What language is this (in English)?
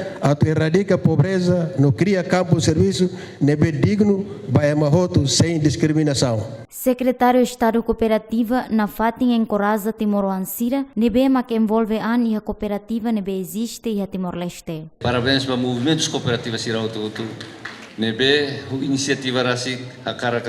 Tetum